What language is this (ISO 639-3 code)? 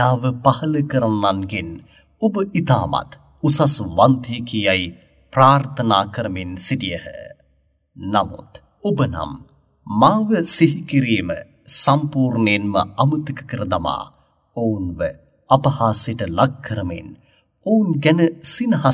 sin